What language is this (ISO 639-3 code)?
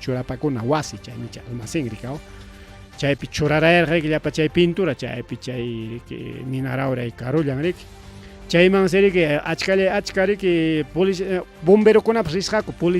quy